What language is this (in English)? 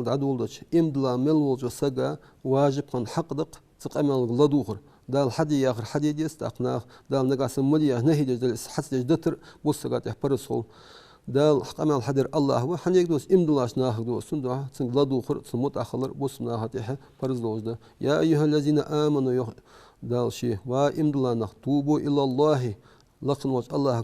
Ingush